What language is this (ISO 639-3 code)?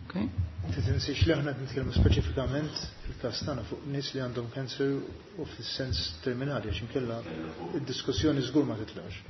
mlt